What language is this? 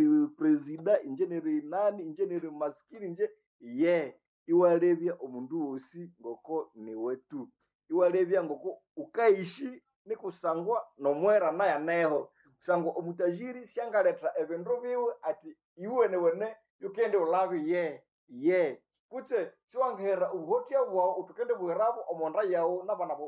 Nande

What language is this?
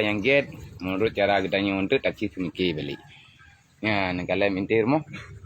Achinese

